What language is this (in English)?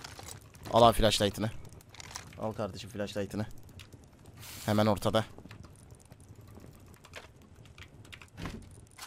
Turkish